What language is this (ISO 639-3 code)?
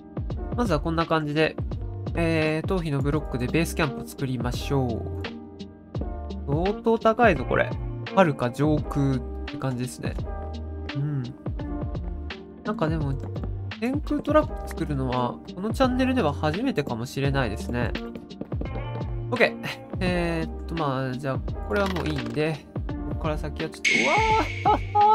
jpn